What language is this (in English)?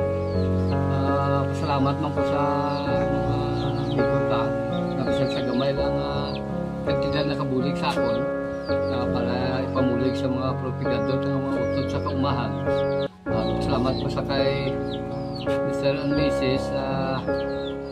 Hiligaynon